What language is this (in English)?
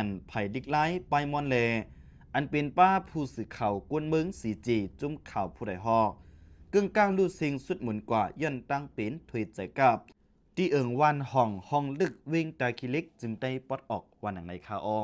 Shan